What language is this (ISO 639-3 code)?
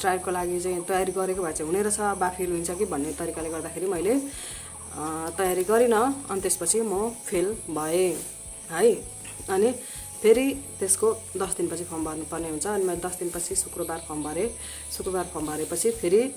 nep